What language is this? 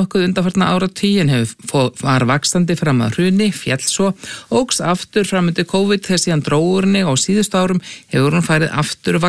Icelandic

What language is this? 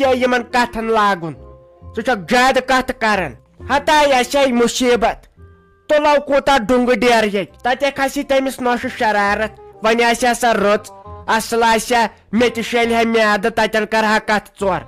Kashmiri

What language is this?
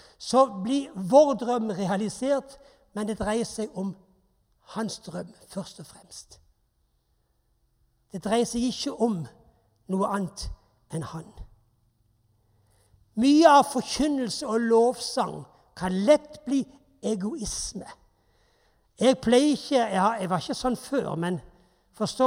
Norwegian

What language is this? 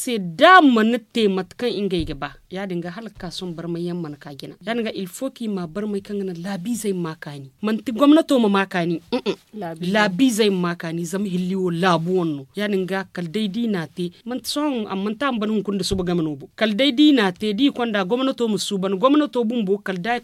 Zarma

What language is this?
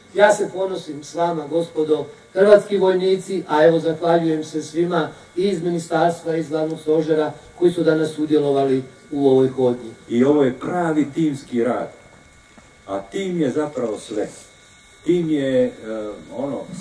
Croatian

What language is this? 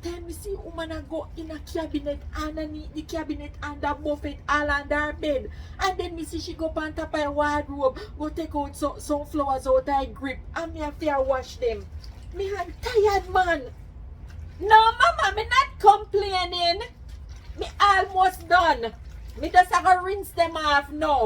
Jamaican Creole English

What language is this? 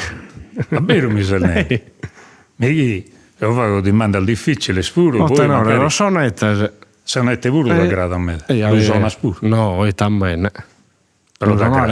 Sardinian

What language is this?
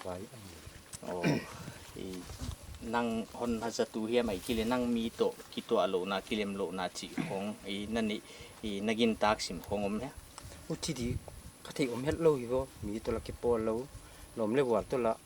Paite Chin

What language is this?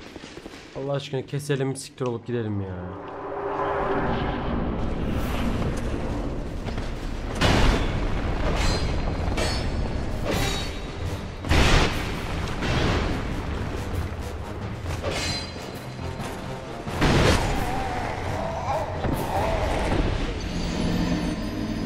Turkish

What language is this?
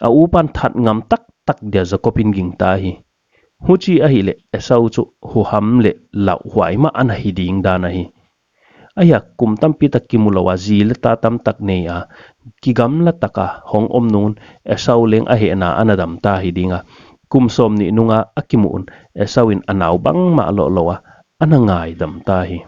Paite Chin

